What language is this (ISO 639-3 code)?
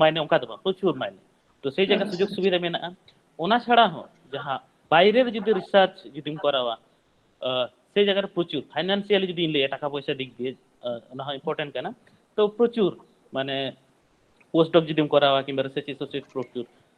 sat